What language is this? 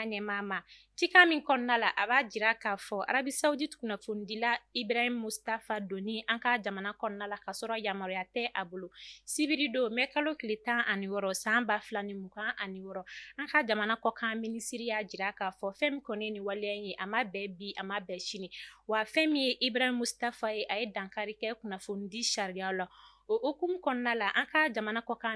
Bambara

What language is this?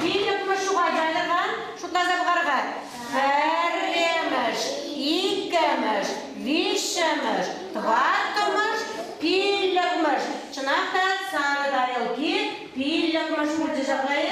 Chuvash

